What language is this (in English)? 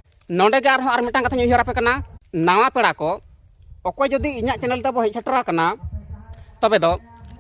Santali